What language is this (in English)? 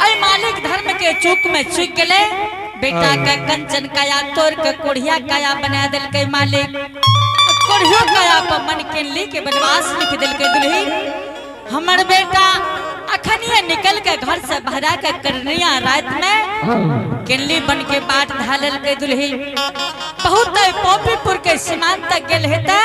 Angika